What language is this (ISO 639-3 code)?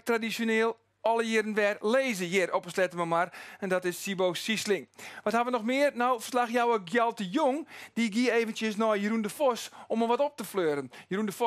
fry